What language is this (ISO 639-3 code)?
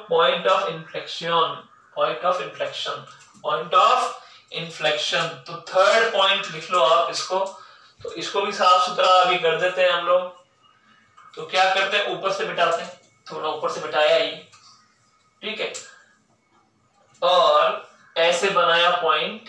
hin